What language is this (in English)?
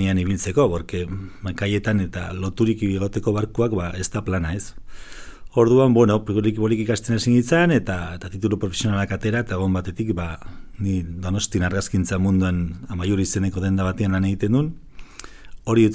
Basque